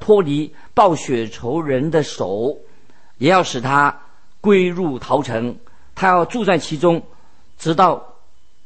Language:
Chinese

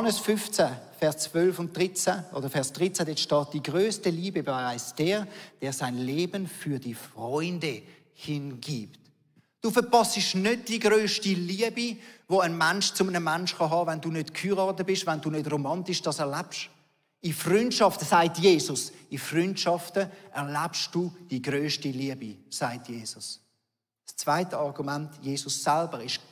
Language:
Swiss German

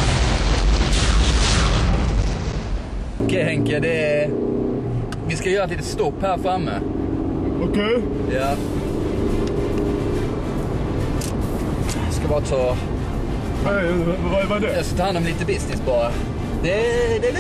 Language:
Swedish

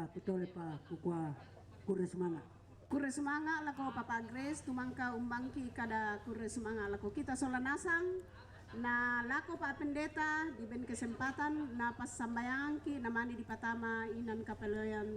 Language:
Toraja-Sa'dan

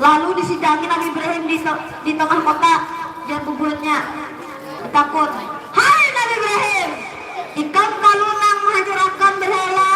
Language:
Banjar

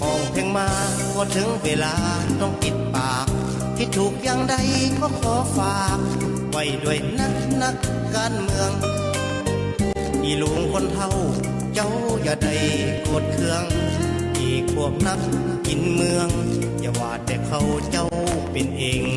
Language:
Lao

